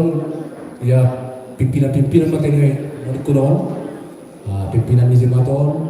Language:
Batak Simalungun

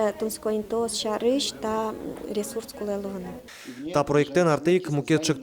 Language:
Udmurt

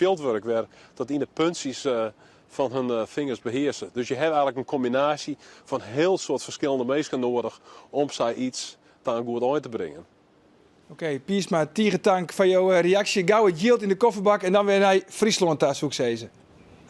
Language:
Western Frisian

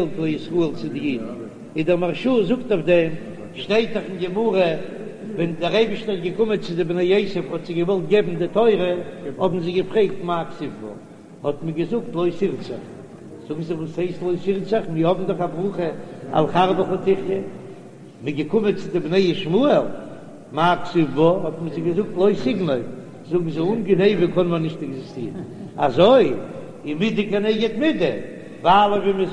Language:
Yiddish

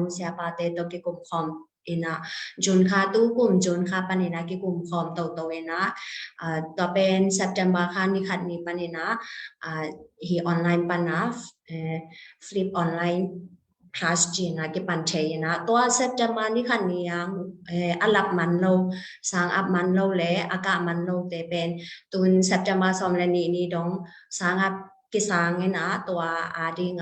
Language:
Tedim Chin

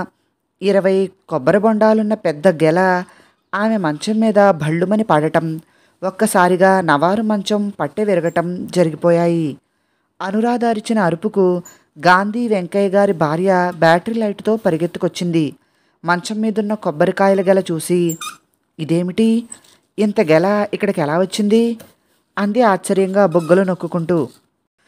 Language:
Telugu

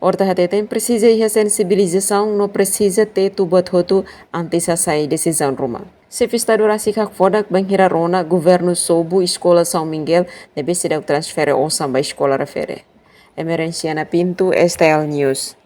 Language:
Tetum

